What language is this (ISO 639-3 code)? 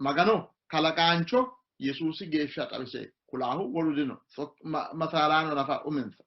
sid